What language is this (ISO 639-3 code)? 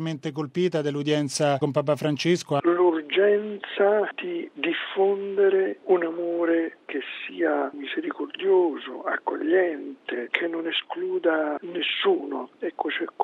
ita